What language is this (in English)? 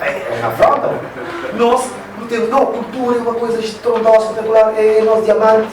Kabuverdianu